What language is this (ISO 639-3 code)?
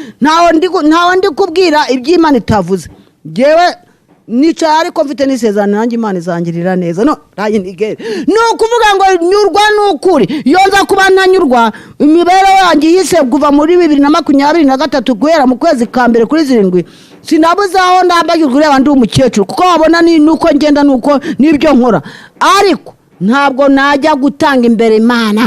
kin